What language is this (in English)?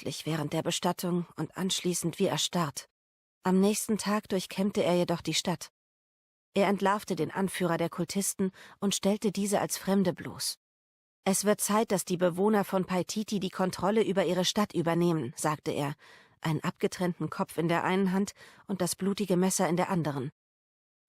Swiss German